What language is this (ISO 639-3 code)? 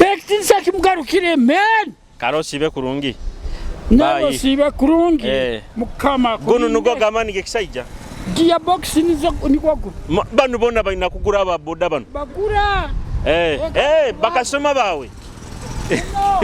nyo